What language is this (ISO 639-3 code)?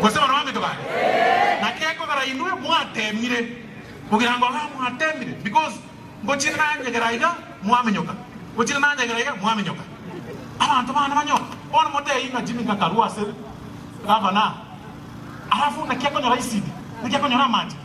guz